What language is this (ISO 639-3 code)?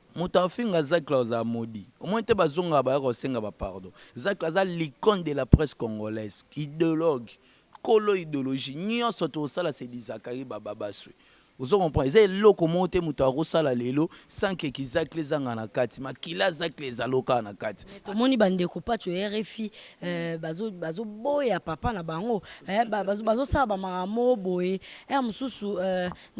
lin